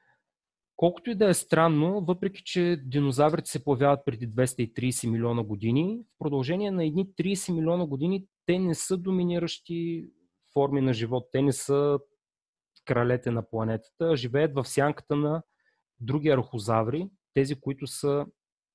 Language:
Bulgarian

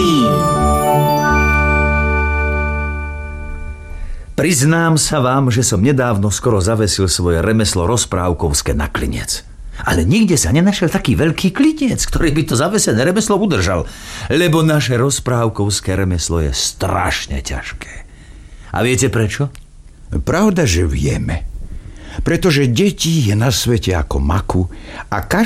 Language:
Slovak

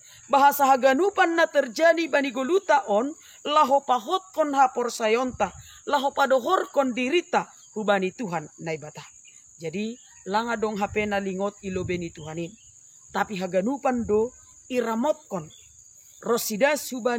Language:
Batak Simalungun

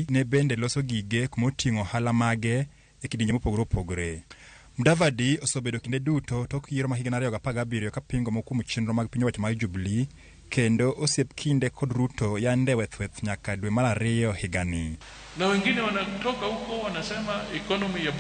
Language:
Luo (Kenya and Tanzania)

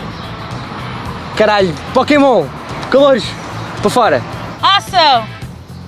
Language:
Portuguese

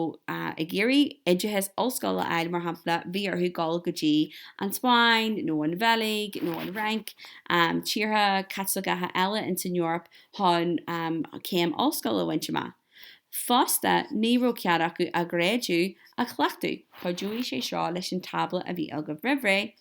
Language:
Irish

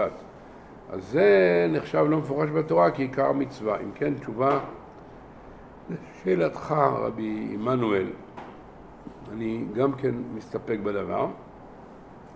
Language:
Hebrew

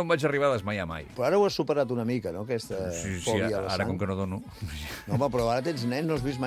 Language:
Catalan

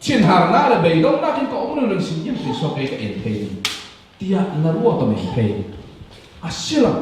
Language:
Falam Chin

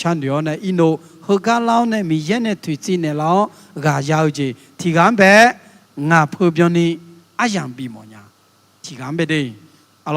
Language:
Akha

